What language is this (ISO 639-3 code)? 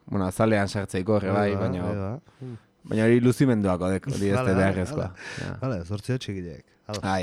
eus